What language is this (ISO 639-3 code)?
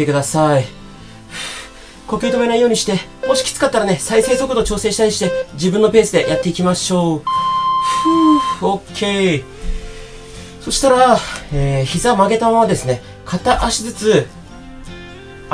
jpn